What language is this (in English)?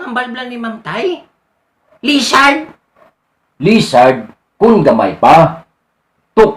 Hiligaynon